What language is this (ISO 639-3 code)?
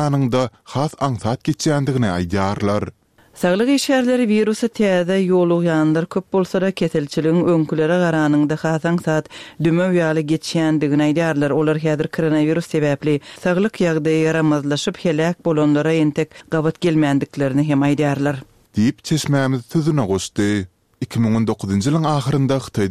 tuk